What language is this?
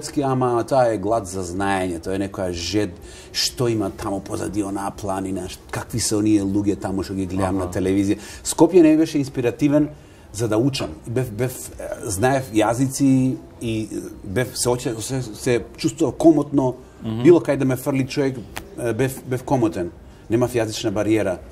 Macedonian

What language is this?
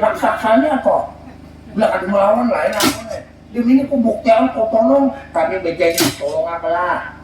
Banjar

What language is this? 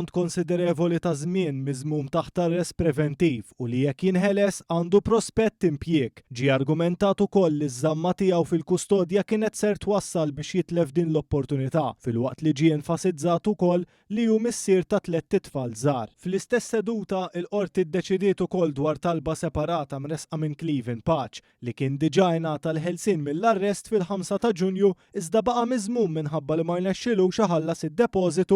Maltese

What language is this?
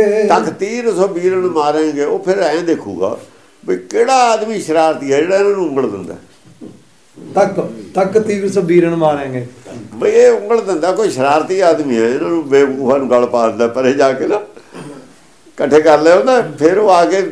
Punjabi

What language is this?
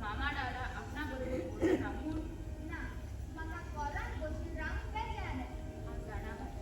Konkani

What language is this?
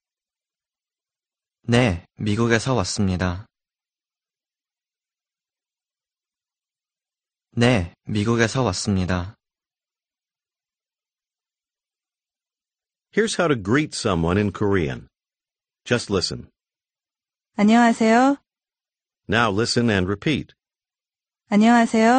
Korean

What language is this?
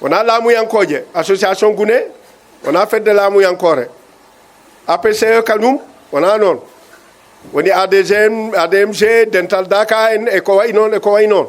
Fula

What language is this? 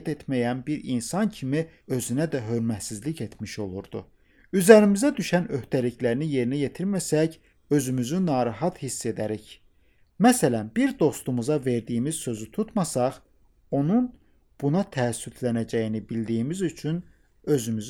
Azerbaijani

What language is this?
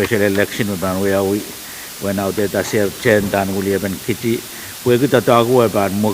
Pohnpeian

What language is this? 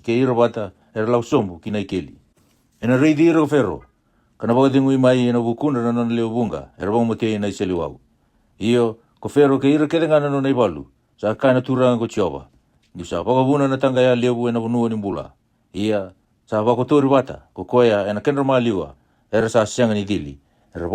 Fijian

